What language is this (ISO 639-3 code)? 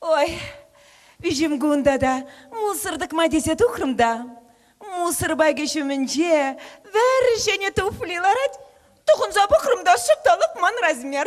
chv